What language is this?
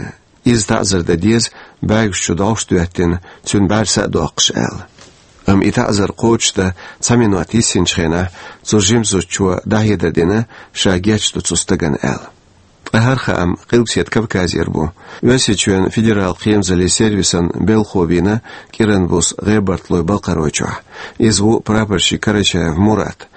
Chechen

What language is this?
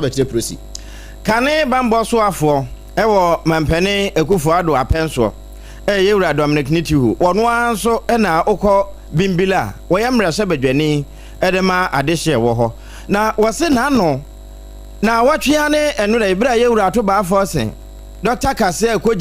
Akan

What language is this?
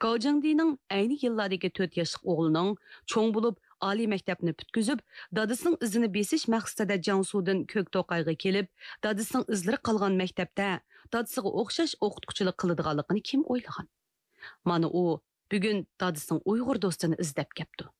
Uyghur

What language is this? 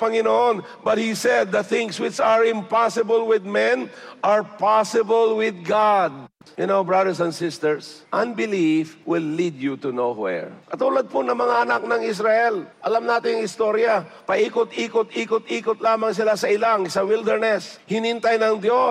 Filipino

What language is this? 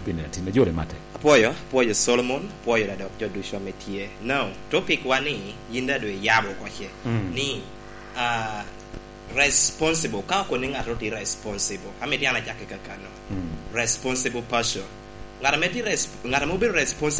Lango (Uganda)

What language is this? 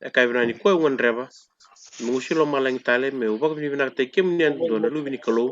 Fijian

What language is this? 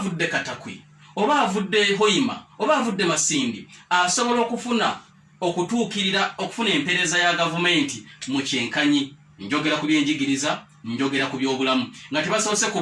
Ganda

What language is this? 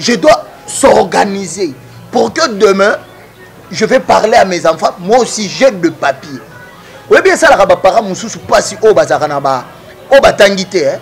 Lingala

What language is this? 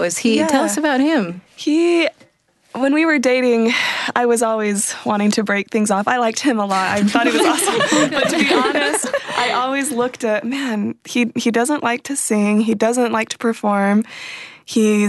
English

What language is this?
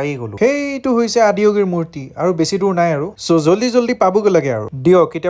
Assamese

